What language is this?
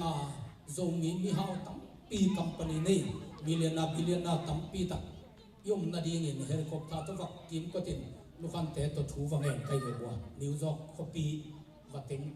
Tedim Chin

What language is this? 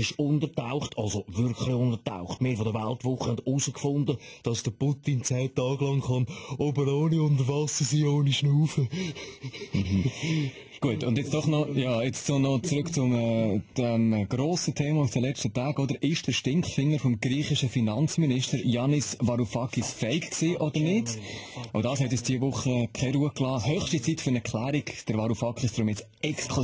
Swiss German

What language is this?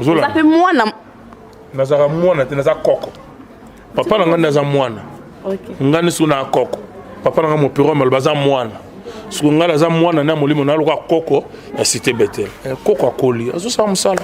Lingala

